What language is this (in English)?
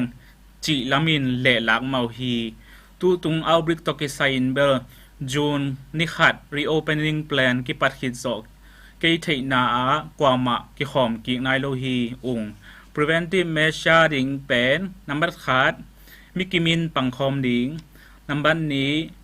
Tedim Chin